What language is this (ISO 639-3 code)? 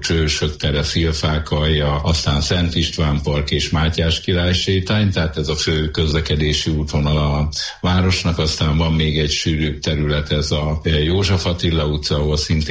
hun